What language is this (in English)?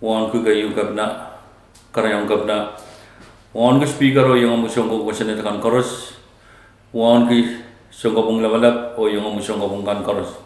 Pohnpeian